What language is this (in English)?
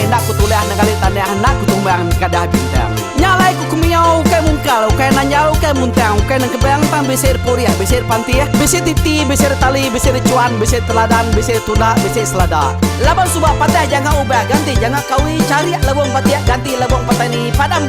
Iban